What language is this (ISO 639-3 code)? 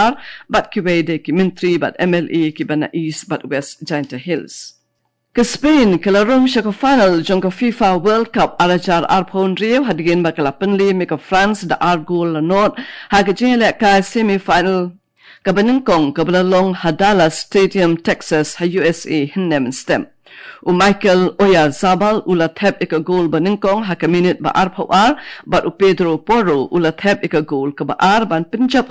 kha